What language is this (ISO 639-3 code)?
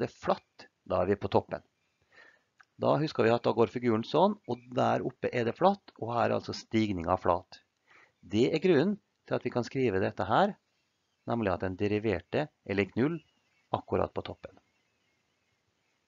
nor